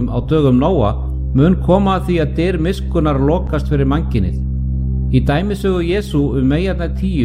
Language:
Icelandic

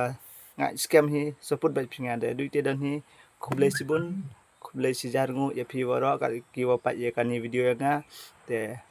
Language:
Khasi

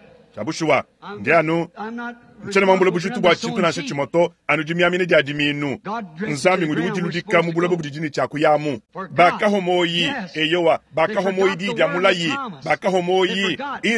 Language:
Luba-Lulua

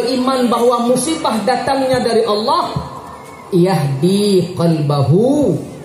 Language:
Achinese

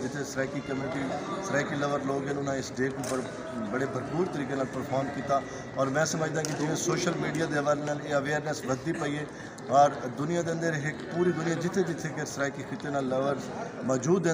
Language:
Saraiki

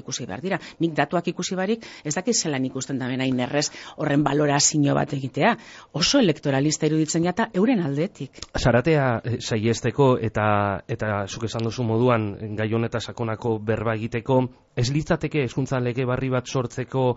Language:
Basque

